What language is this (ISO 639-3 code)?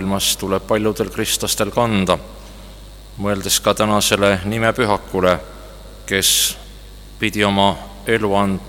est